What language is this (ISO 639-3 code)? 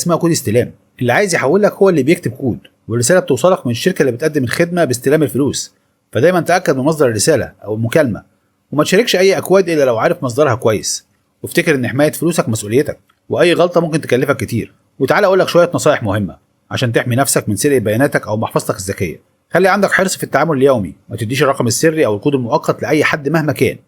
arz